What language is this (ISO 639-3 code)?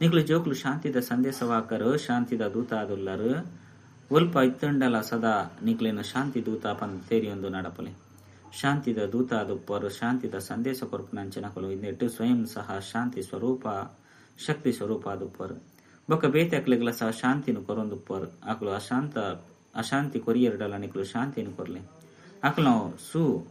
tcy